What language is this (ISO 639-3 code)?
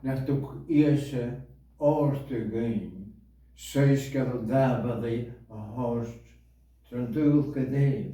gla